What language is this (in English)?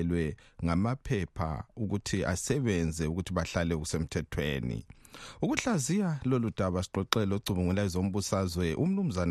North Ndebele